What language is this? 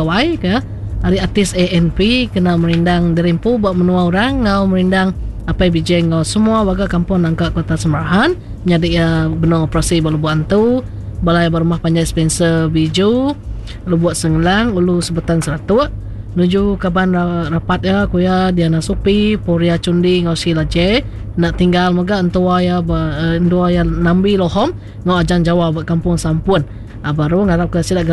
Iban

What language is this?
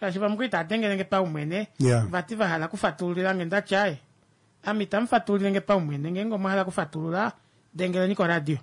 Kuanyama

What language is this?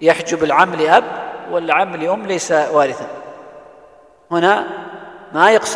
Arabic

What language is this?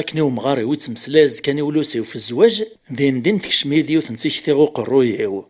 Kabyle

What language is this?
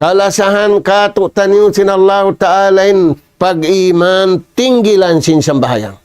Tausug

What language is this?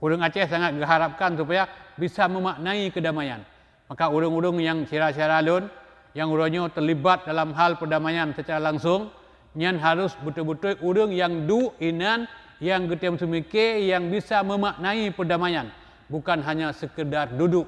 Achinese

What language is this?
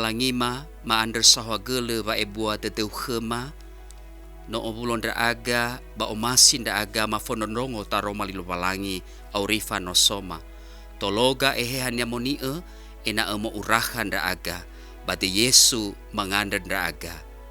Nias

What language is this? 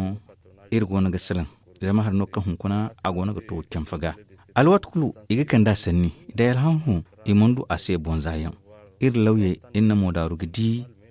Zarma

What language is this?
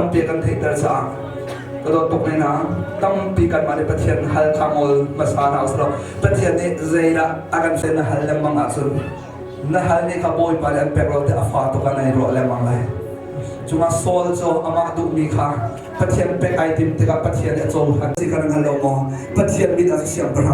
Hakha Chin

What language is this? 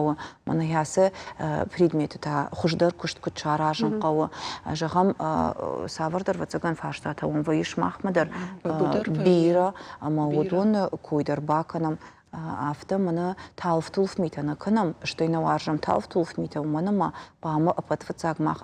Ossetic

